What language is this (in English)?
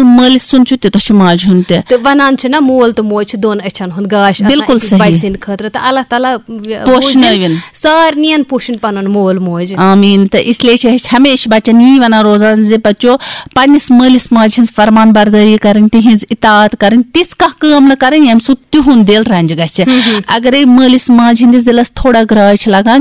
Kashmiri